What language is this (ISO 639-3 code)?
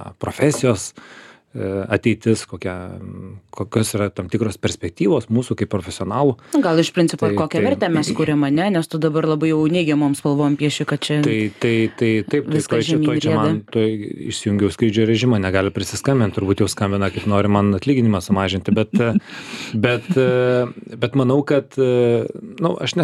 lit